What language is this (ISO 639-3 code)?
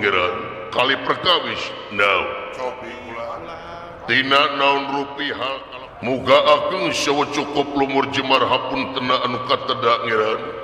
sun